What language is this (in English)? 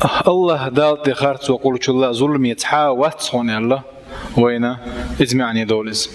Chechen